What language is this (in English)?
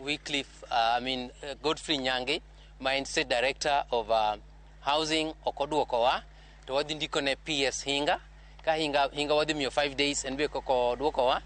Luo (Kenya and Tanzania)